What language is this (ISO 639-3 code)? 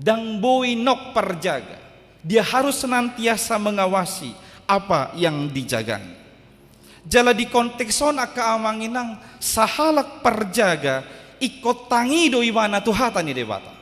bbc